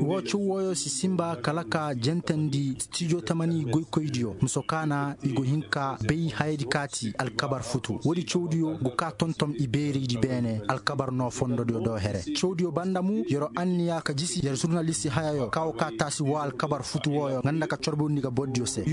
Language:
Koyraboro Senni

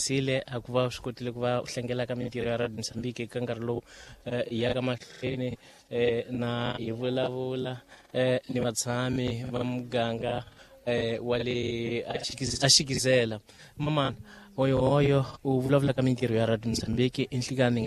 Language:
Tsonga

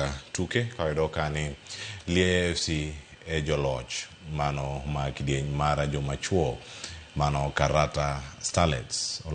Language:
Luo (Kenya and Tanzania)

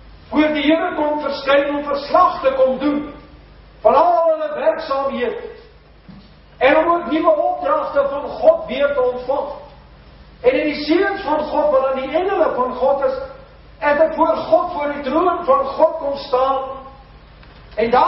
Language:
Afrikaans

